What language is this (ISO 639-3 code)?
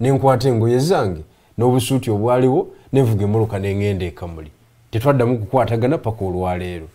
lug